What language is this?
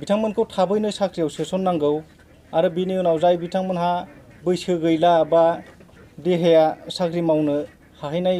Bodo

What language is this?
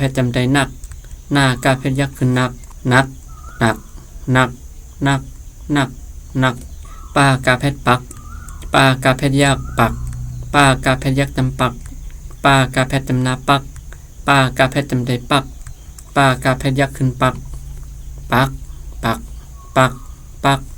Shan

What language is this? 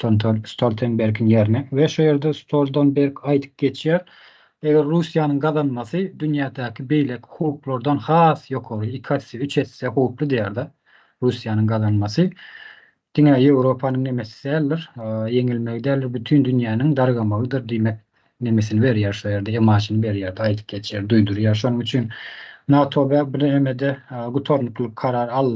Turkmen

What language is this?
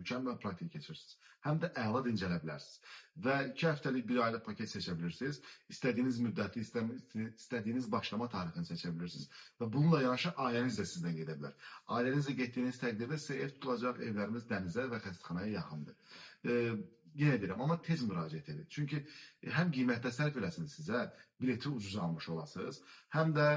Azerbaijani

